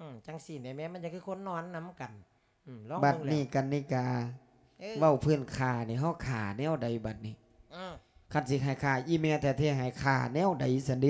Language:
Lao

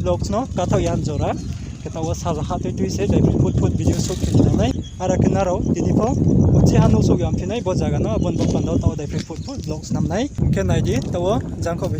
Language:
Riang (India)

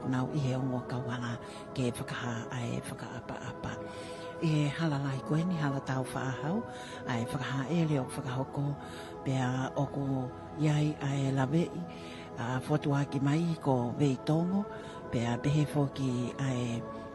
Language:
Tongan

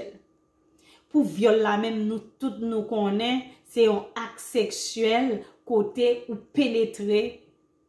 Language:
Haitian Creole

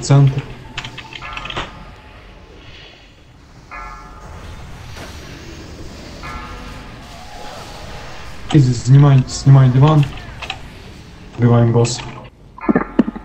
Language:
Russian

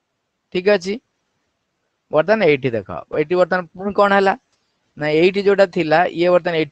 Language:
Odia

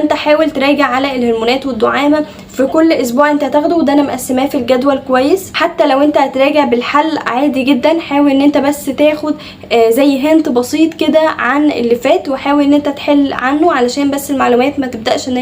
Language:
Egyptian Arabic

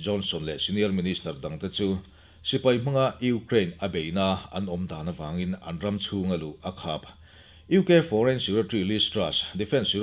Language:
Mizo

